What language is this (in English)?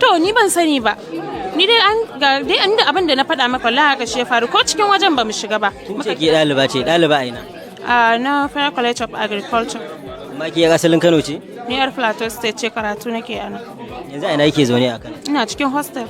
Hausa